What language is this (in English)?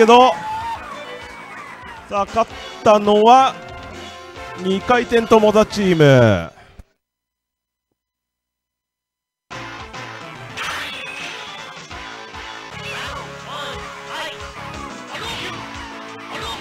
Japanese